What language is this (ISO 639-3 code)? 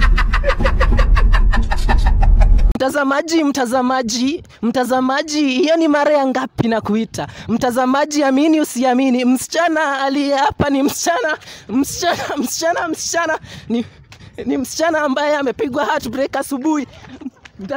swa